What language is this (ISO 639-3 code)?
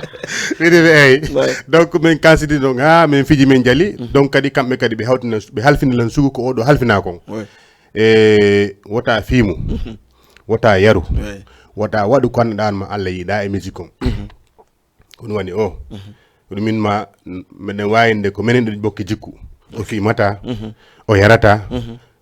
ful